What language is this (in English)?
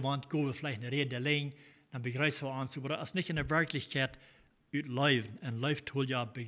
Plautdietsch